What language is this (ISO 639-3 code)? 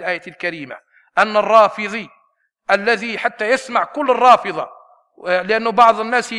ara